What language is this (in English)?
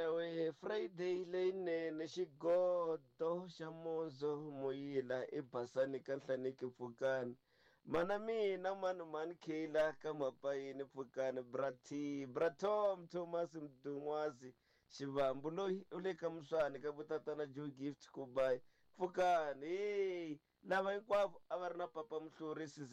Tsonga